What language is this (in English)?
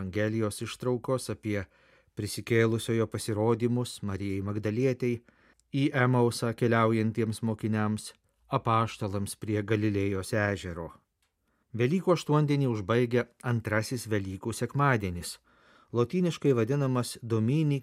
Lithuanian